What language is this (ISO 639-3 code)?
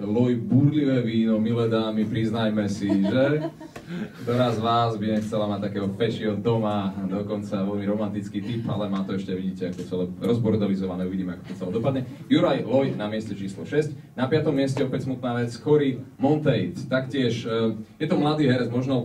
slk